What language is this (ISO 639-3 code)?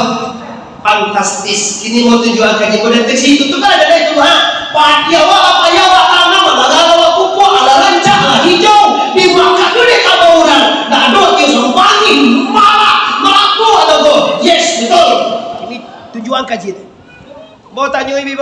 min